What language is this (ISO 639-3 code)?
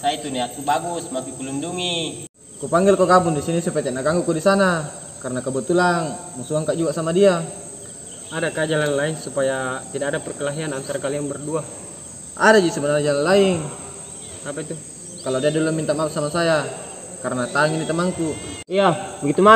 mfp